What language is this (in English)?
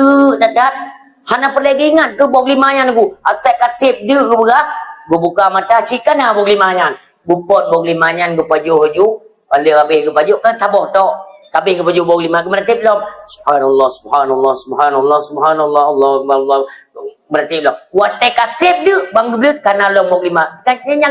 Achinese